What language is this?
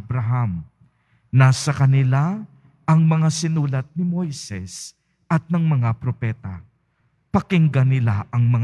Filipino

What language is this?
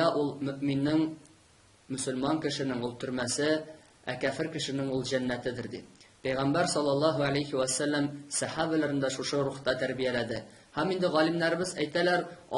Tatar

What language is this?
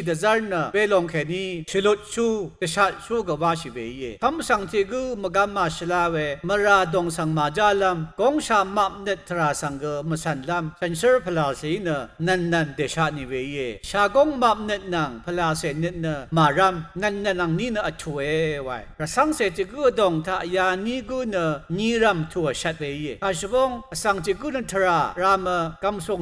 Rawang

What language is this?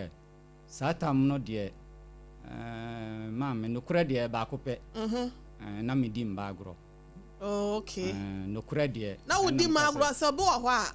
Akan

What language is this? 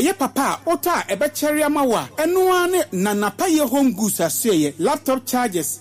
Akan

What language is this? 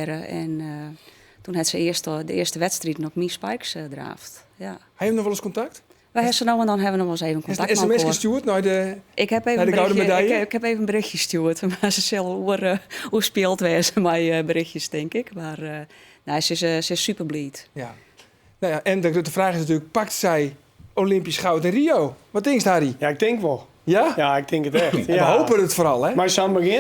Western Frisian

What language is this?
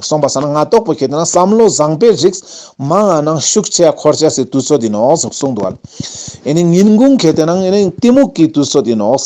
Ladakhi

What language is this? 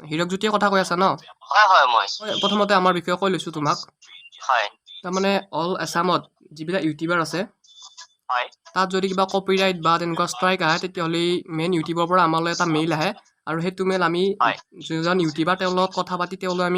Assamese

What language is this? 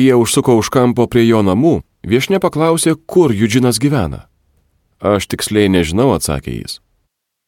Lithuanian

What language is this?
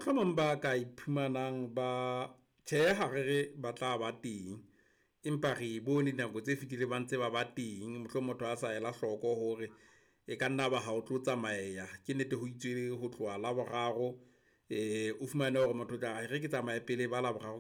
Southern Sotho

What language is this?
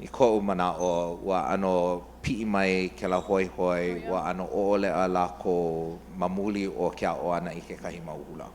Hawaiian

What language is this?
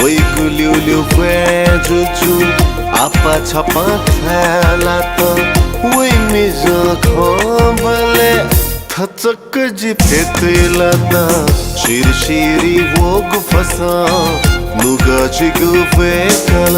Newari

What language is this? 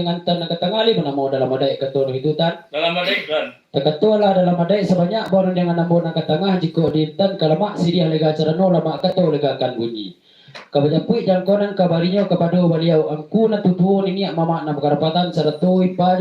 Minangkabau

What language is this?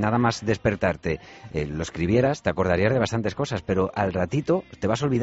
Spanish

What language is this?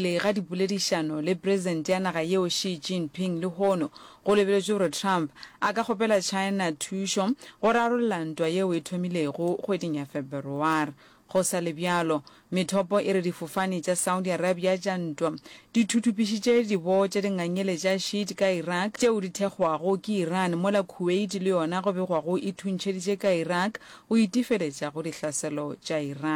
Northern Sotho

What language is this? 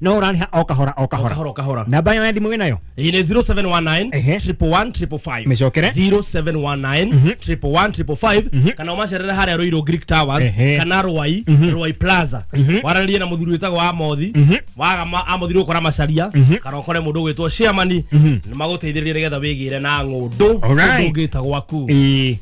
Kikuyu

